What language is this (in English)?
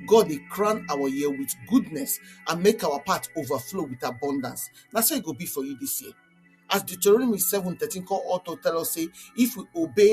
Nigerian Pidgin